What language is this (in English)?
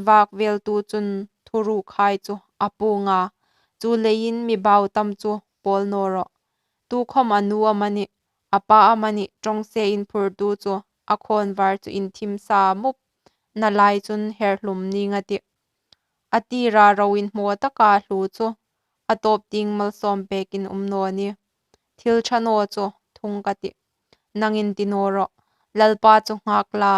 Hmar